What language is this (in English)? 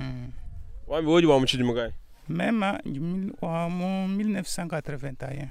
Luba-Lulua